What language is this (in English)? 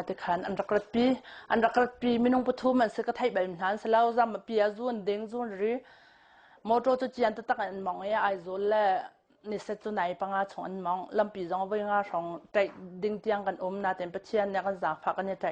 Hakha Chin